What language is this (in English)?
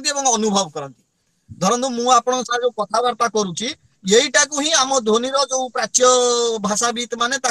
Odia